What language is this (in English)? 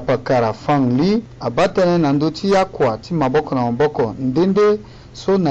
Sango